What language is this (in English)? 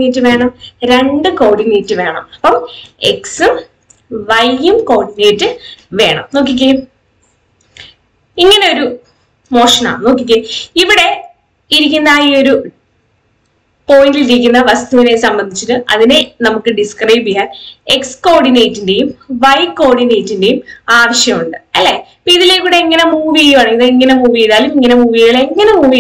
Malayalam